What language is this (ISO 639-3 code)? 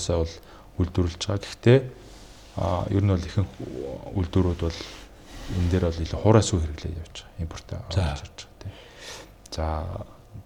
mon